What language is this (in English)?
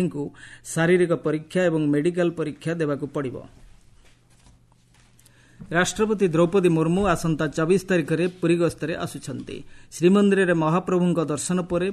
Odia